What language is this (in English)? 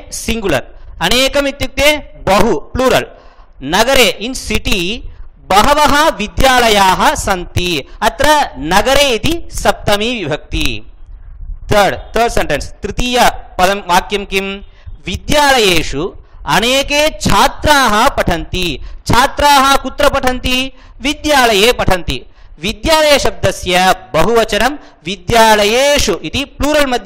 Sanskrit